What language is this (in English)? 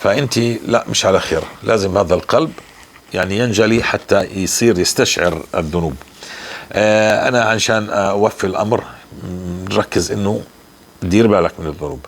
North Levantine Arabic